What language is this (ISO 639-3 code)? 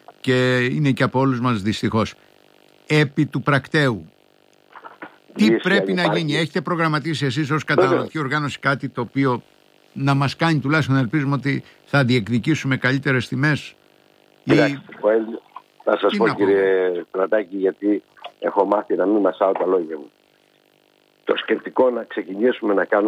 ell